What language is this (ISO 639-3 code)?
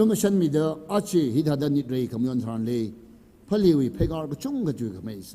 nmf